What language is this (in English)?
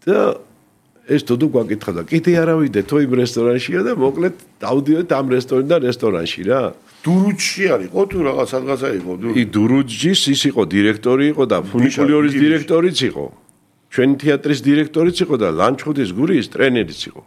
Georgian